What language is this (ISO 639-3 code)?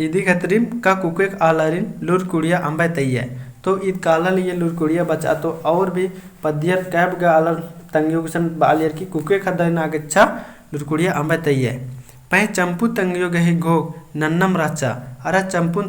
kru